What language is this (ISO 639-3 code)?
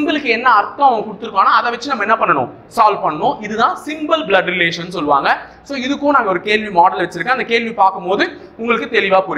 tam